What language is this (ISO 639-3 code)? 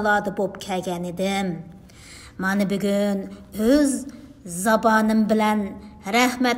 uig